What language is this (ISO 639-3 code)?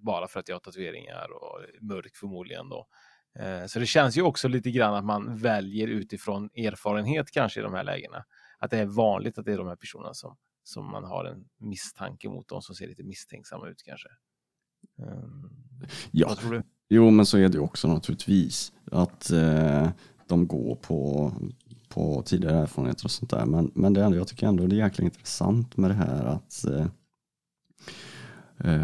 swe